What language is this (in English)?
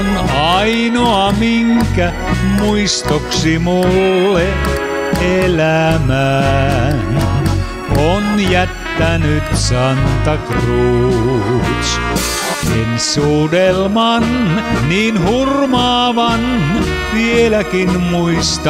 Finnish